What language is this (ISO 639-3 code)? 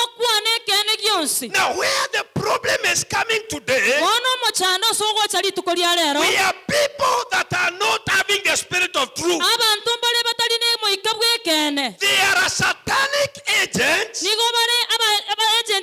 guz